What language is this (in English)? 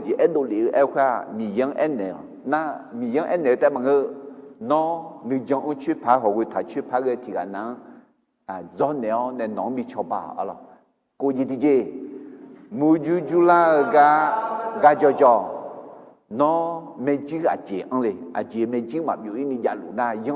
Akha